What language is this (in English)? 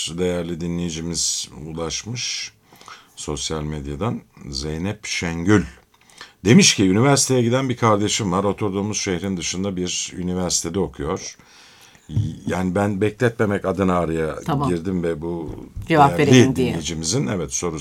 Turkish